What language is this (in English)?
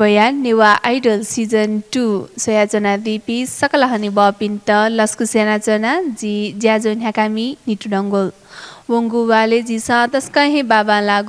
Newari